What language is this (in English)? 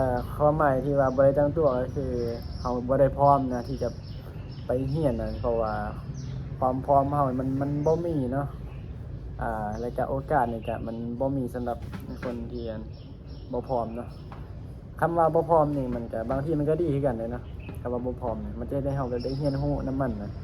Lao